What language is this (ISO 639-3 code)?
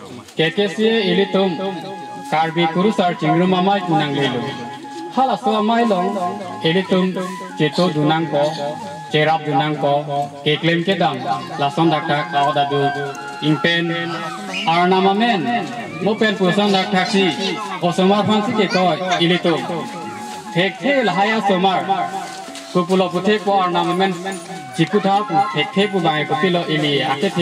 mjw